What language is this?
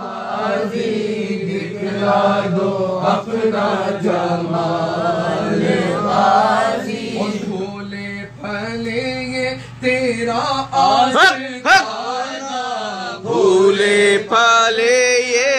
Urdu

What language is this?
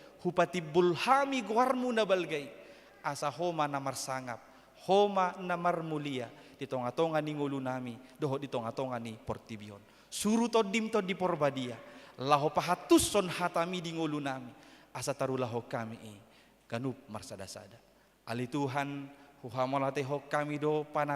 Batak Toba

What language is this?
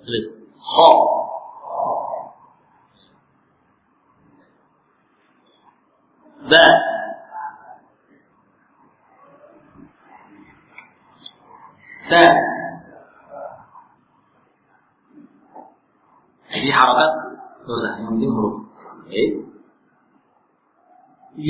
Indonesian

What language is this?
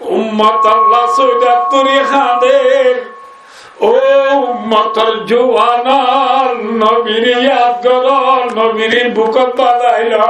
Rohingya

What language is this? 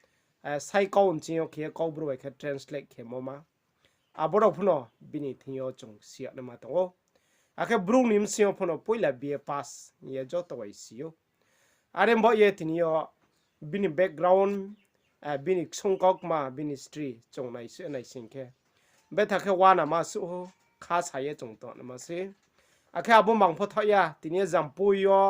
Riang (India)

